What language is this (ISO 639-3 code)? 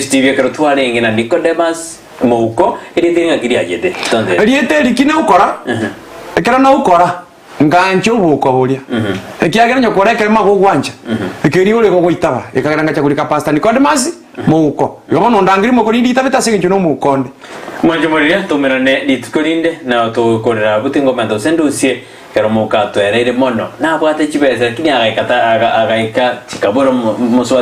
guz